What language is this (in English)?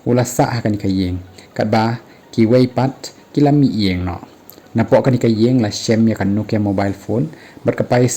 Khasi